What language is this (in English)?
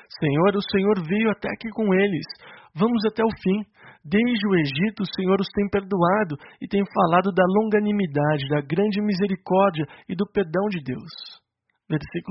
Portuguese